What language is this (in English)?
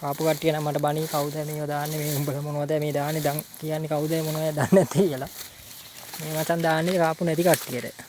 Sinhala